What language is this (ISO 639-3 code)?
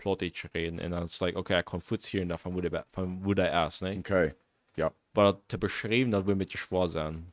pdt